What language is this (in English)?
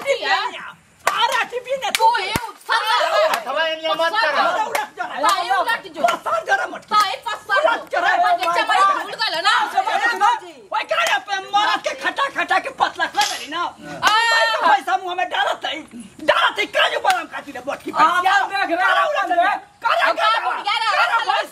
Bhojpuri